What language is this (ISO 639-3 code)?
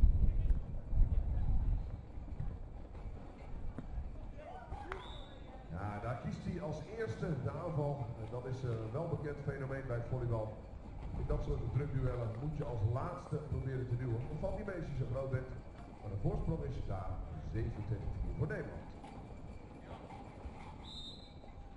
nld